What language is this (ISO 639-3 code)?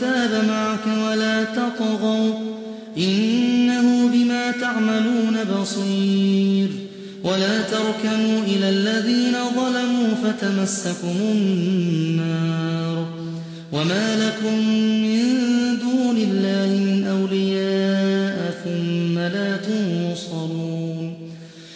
ara